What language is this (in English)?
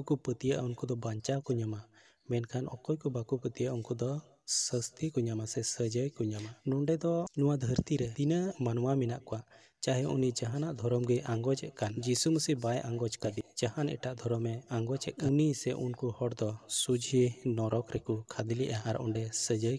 Santali